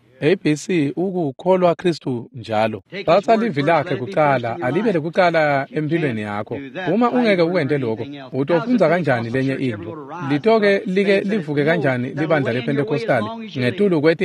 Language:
Swati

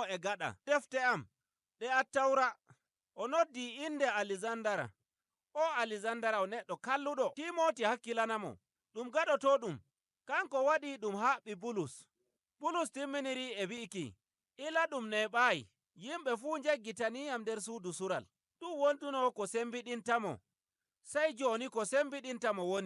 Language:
Nigerian Fulfulde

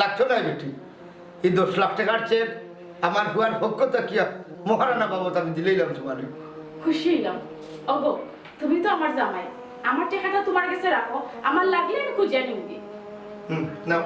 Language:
Sylheti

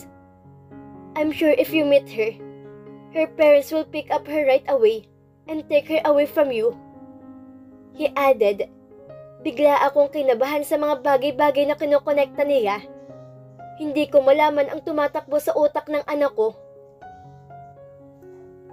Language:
Filipino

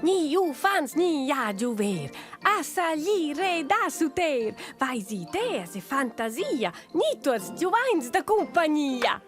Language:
Romansh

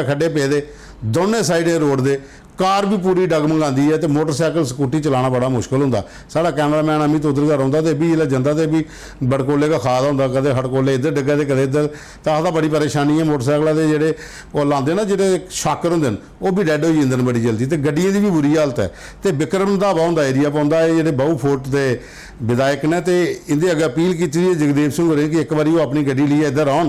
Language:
Dogri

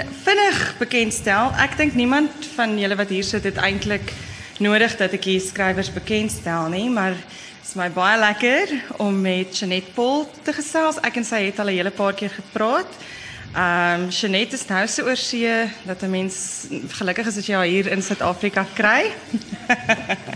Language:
Afrikaans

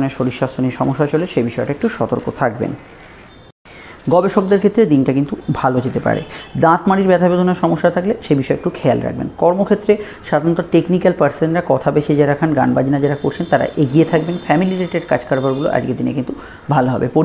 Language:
Bangla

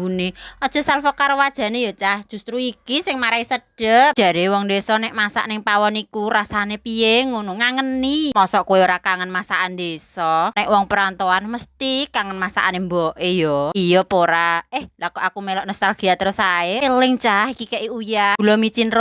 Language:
Javanese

